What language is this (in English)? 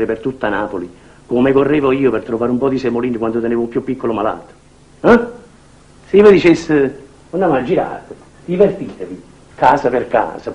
Neapolitan